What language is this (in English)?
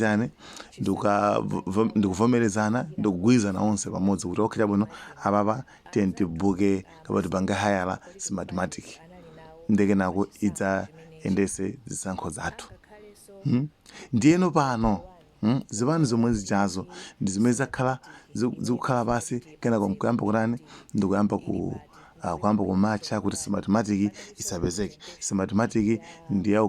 Nyanja